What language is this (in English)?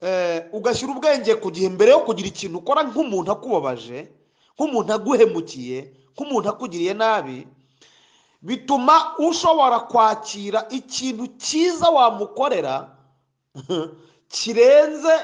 Kinyarwanda